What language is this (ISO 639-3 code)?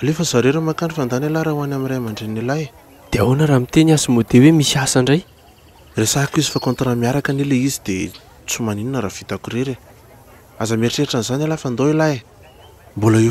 mlg